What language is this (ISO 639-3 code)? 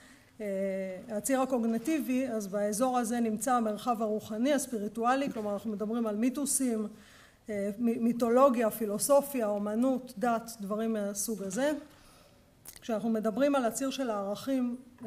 heb